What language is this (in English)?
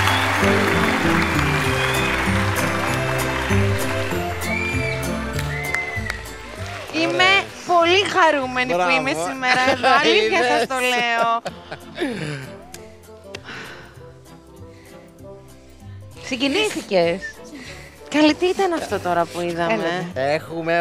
Greek